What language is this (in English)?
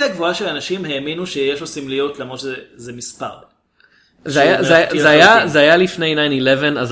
Hebrew